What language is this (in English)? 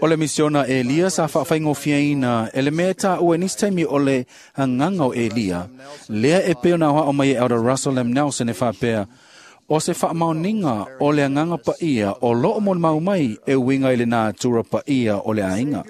Samoan